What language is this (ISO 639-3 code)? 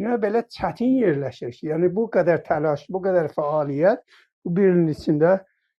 azb